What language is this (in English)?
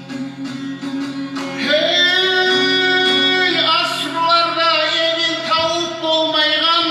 Kumyk